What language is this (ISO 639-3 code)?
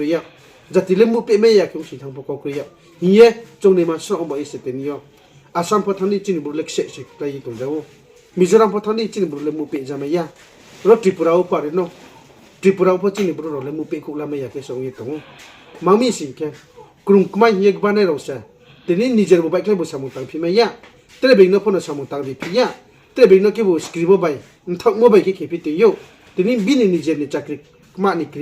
ria